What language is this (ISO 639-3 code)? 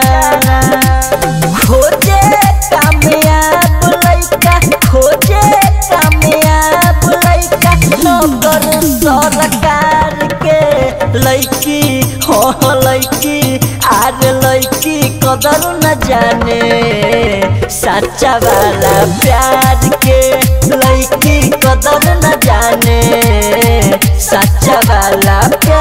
bho